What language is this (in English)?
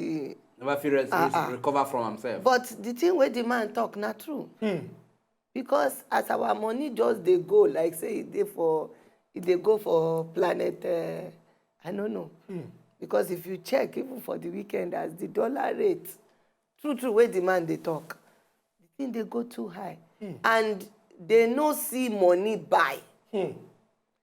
Nigerian Pidgin